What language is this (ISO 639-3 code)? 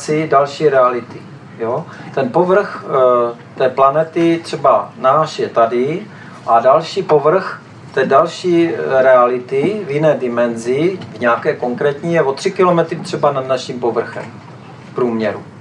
ces